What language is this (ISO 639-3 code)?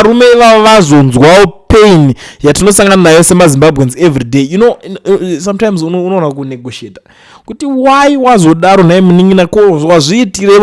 sna